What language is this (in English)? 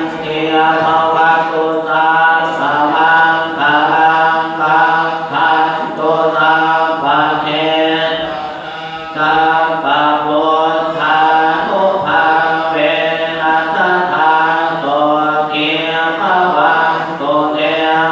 Pali